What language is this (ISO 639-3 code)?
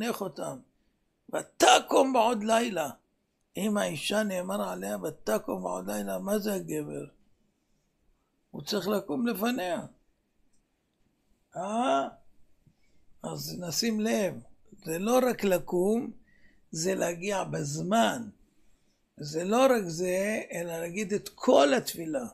heb